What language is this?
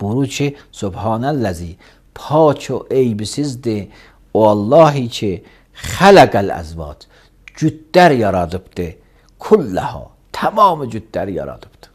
Azerbaijani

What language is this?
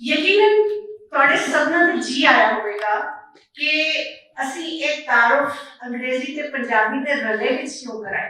Western Panjabi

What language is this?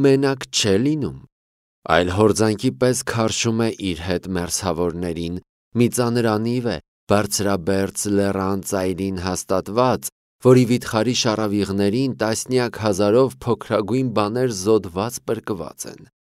Armenian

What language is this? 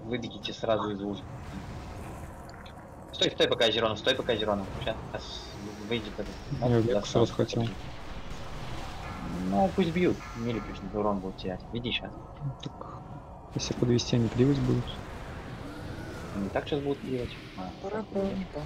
Russian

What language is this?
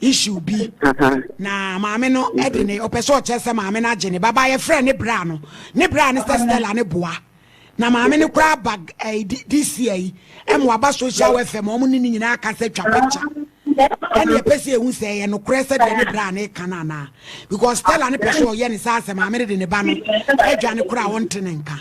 Akan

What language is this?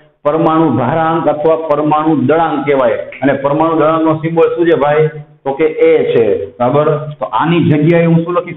Gujarati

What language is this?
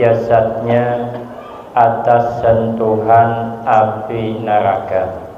Banjar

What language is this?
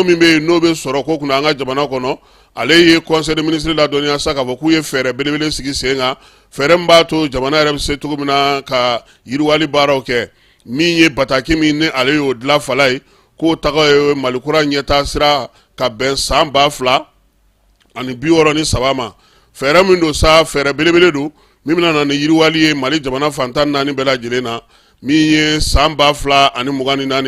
Bambara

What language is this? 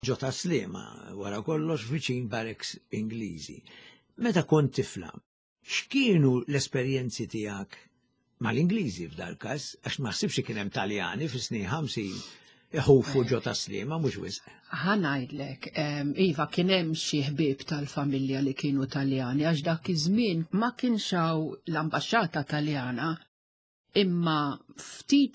Maltese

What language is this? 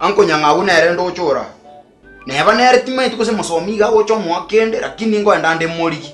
Gusii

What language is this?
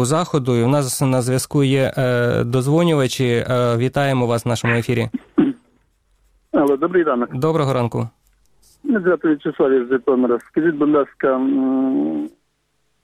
Ukrainian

